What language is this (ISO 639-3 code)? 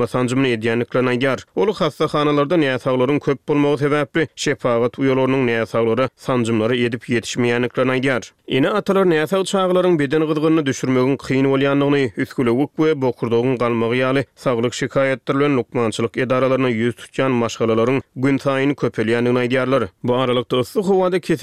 tuk